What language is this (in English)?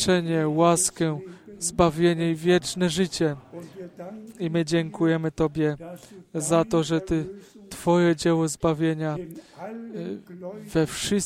Polish